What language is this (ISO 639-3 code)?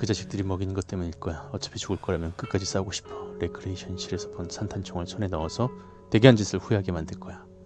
kor